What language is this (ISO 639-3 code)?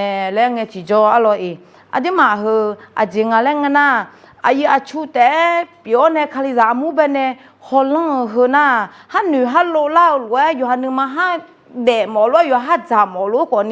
ahk